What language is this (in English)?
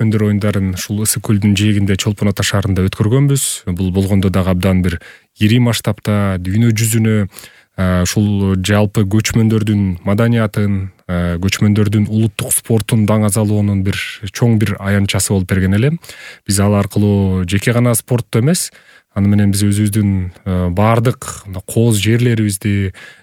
Kyrgyz